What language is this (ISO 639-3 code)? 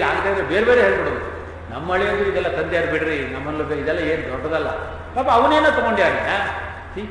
kan